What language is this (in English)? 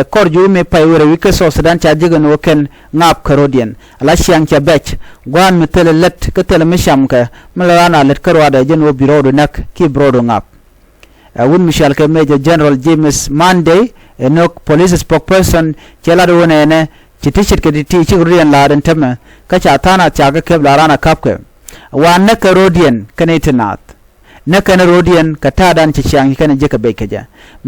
Nuer